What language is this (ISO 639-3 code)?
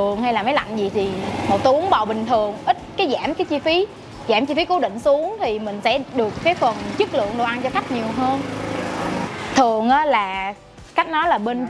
vie